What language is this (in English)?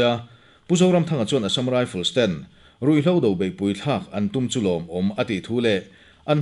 Mizo